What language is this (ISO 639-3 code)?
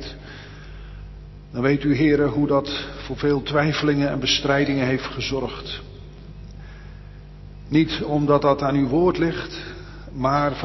nld